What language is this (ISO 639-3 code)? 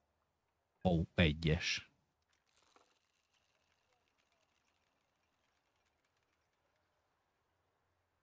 hun